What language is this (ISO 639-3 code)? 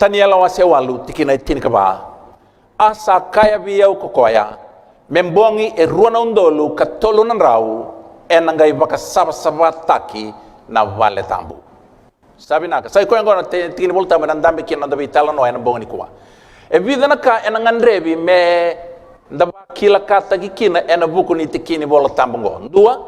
fij